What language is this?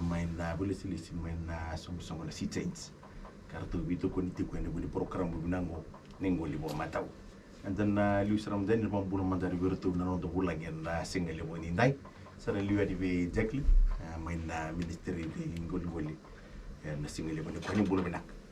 Fijian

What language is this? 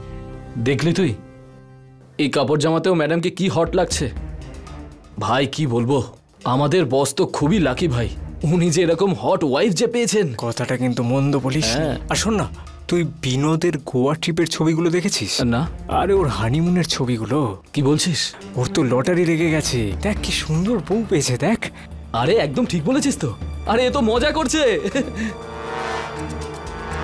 Bangla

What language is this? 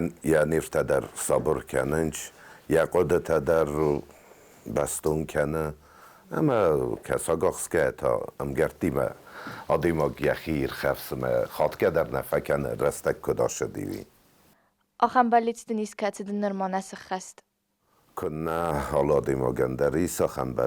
Ossetic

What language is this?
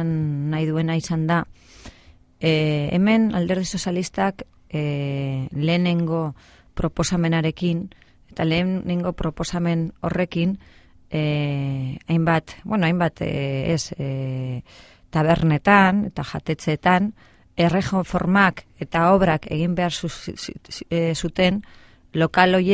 Basque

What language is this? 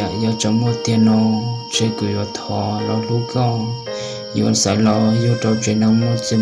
Hmong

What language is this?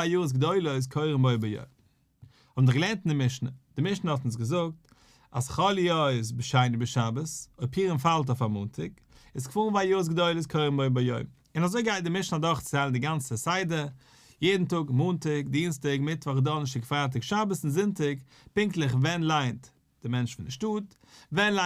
Yiddish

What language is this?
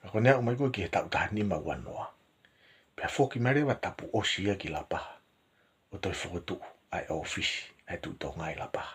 Tongan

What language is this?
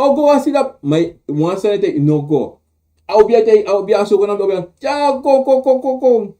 Sranan Tongo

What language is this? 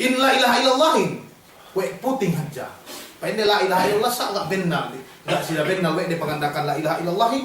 Yakan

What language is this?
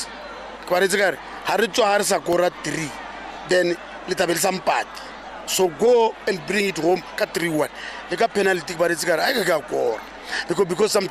Tswana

